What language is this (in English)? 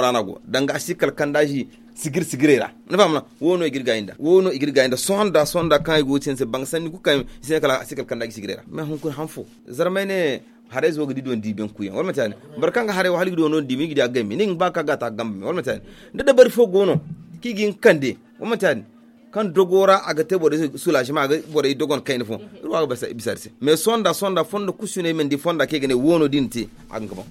Zarma